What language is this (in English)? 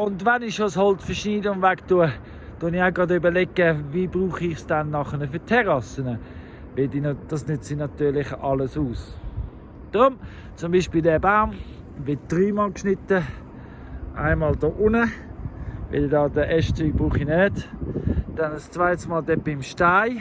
Swiss German